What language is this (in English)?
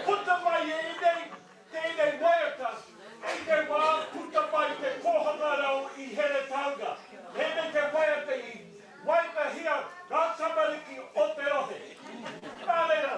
Māori